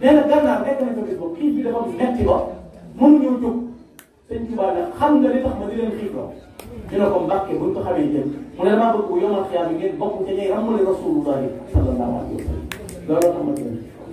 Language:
Wolof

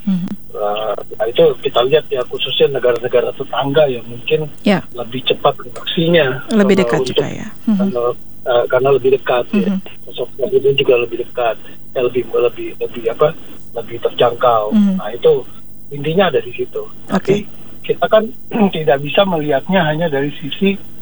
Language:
Indonesian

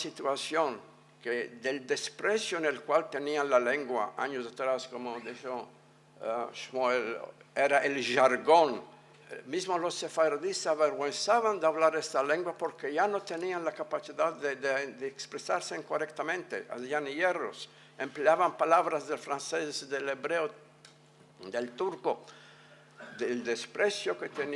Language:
Ladino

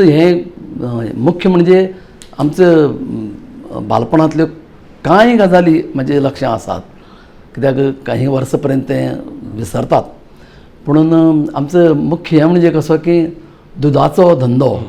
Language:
Konkani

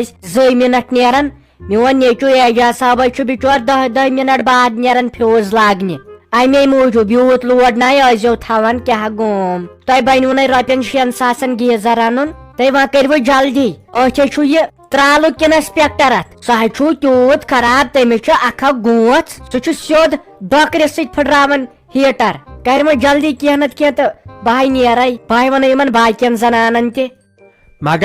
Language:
Kashmiri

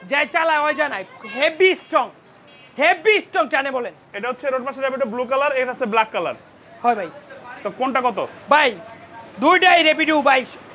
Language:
Bangla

